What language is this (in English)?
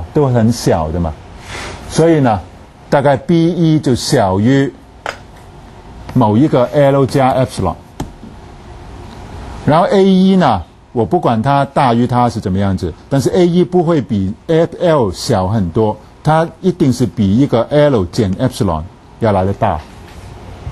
Chinese